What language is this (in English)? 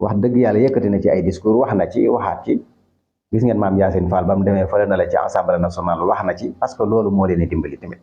Wolof